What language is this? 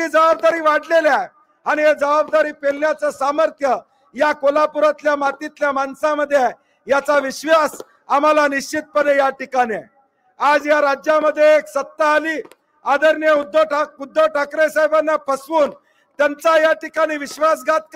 Marathi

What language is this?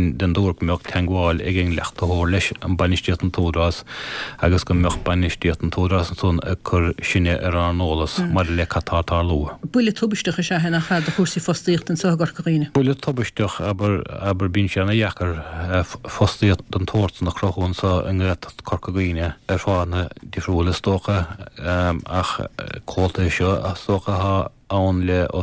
Irish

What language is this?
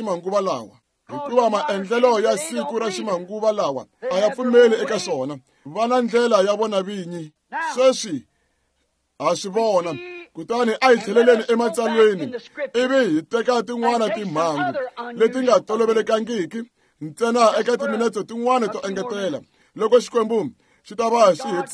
Tsonga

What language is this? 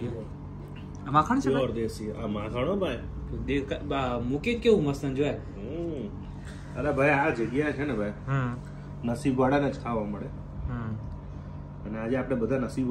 Gujarati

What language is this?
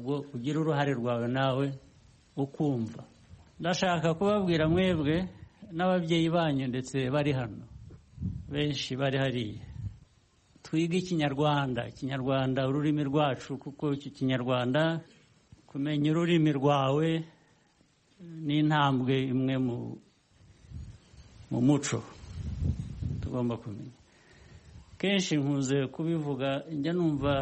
Kinyarwanda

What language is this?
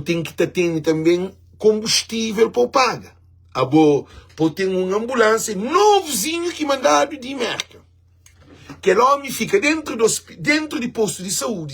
Kabuverdianu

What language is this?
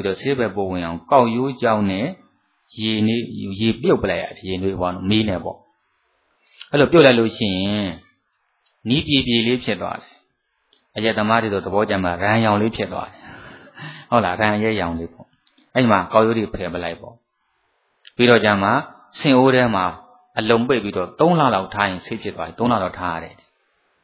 Burmese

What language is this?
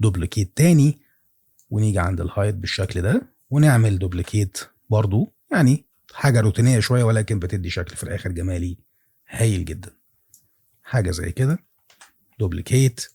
Egyptian Arabic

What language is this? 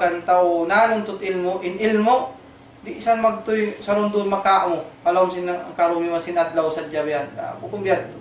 Tausug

